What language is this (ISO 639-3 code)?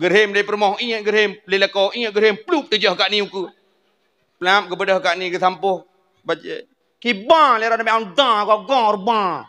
ace